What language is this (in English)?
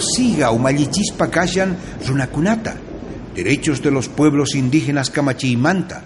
South Bolivian Quechua